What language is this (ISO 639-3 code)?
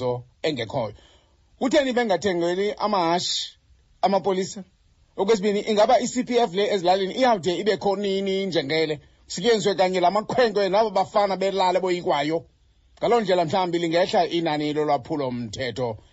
xho